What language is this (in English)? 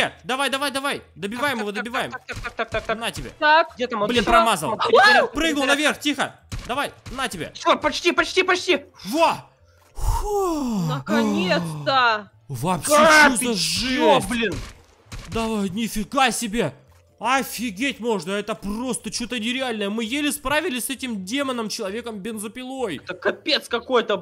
Russian